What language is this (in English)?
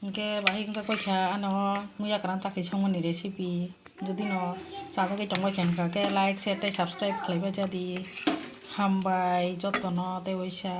Kok Borok